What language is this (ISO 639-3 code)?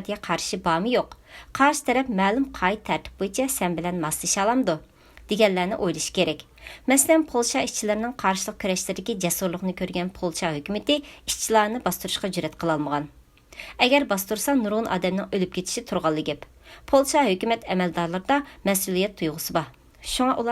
uig